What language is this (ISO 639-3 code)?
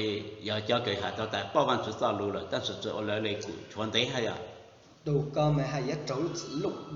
hmn